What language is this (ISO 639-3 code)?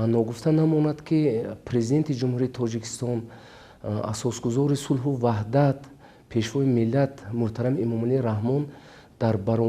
tgk